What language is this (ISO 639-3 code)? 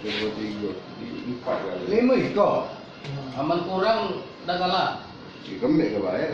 mui